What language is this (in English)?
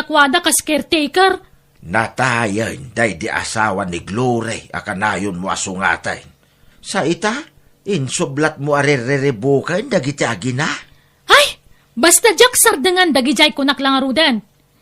Iloko